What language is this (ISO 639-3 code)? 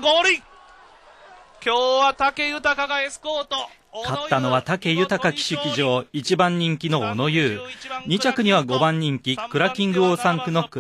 jpn